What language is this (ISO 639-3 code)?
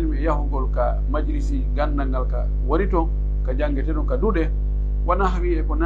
fuf